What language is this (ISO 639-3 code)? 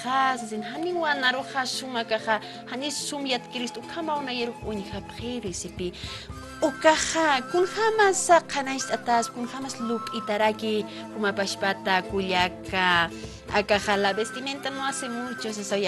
aym